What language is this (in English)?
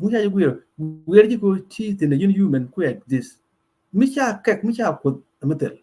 Nuer